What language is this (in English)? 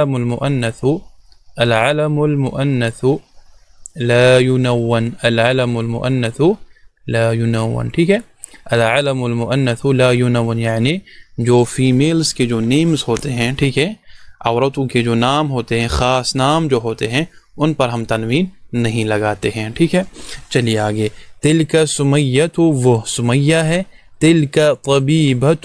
Urdu